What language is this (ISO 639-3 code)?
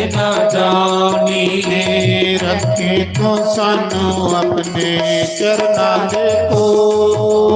doi